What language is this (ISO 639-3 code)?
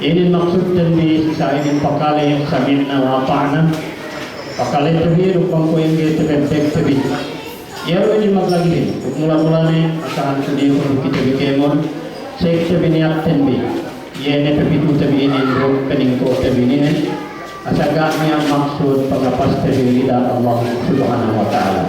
yka